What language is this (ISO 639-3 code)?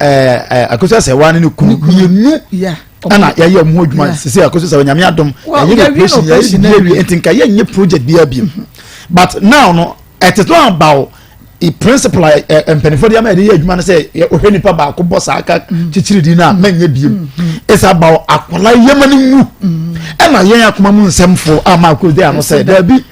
aka